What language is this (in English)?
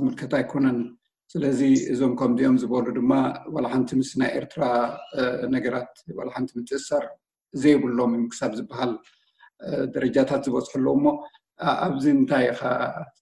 Tigrinya